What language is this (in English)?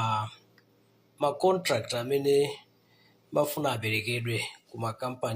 Nyanja